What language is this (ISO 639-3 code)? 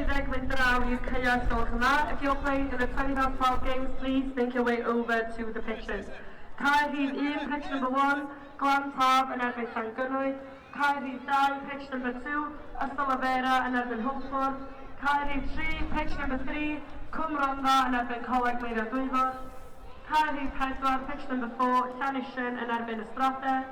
cym